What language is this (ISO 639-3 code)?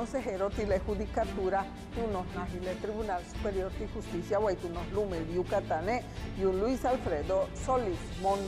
yua